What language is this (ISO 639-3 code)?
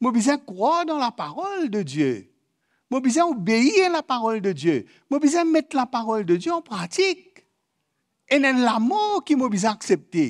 mfe